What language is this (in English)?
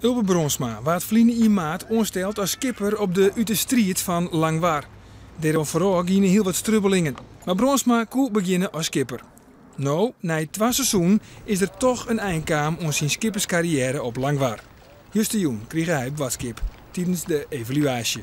Western Frisian